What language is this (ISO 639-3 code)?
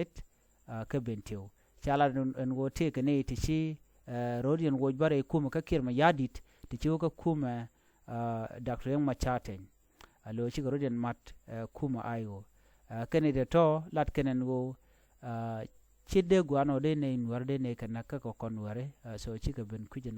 nus